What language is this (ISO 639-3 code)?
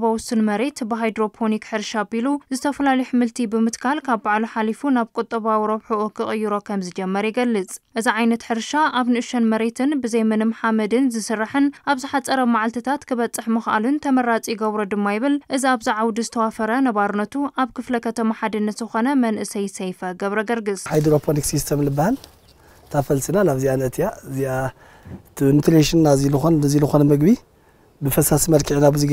tir